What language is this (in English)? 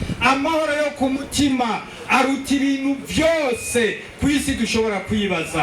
Rundi